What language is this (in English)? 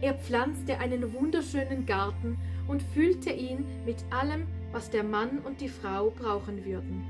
Swiss German